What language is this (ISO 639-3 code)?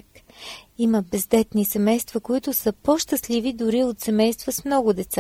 bul